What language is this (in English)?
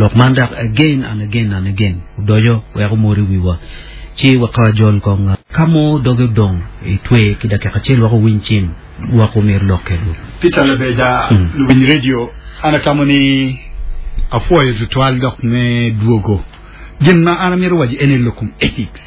Acoli